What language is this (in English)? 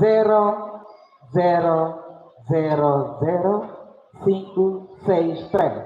Tetum